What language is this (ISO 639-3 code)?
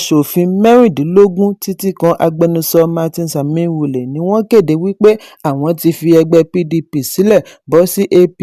yor